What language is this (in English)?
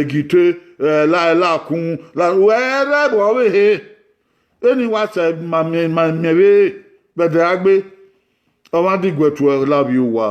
Bini